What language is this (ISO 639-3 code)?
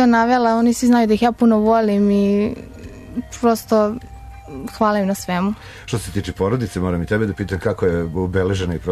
srp